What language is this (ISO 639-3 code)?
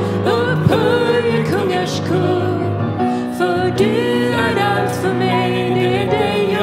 swe